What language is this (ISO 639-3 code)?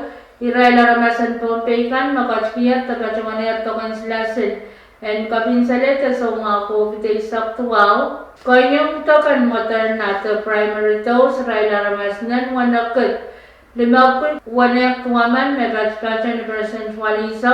pon